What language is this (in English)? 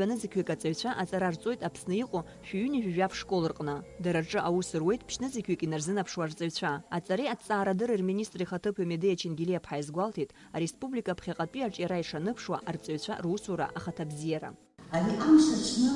Abkhazian